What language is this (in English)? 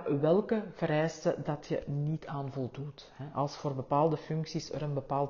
Dutch